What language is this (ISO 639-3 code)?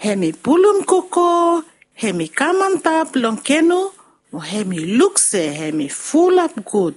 bis